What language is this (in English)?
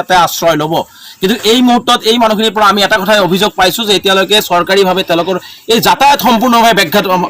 Assamese